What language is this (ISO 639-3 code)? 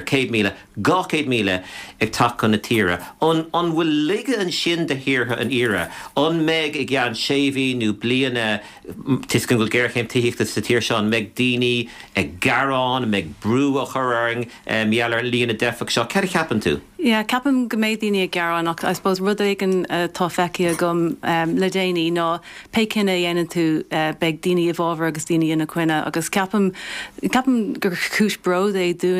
gle